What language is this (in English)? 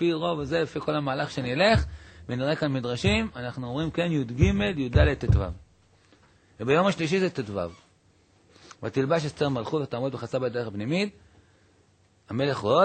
Hebrew